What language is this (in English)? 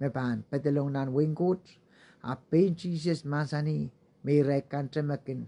Pohnpeian